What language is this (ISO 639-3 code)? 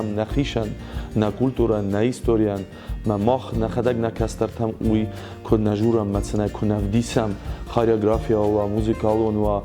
oss